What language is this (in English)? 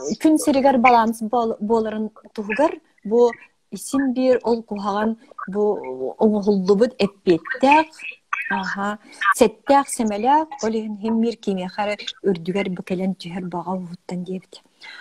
Yakut